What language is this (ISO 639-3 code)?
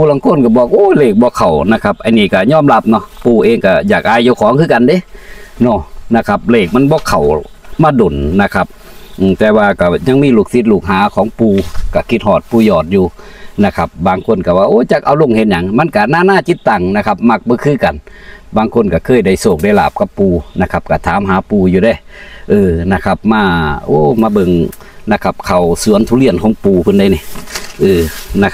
tts